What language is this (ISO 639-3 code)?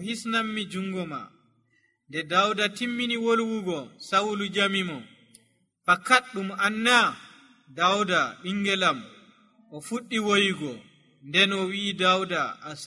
fuv